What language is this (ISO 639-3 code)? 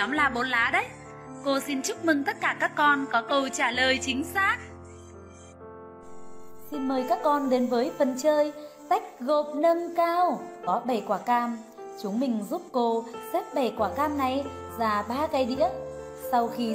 vie